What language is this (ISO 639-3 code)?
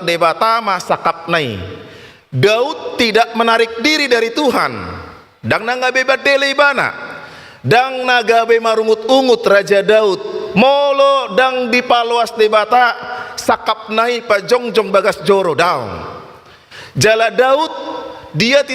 bbc